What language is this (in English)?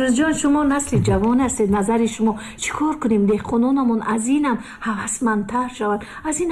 Tajik